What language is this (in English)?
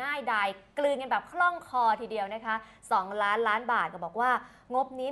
Thai